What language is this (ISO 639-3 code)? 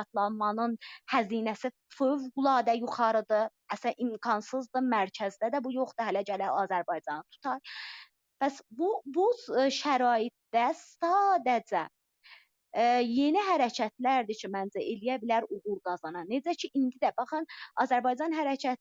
azb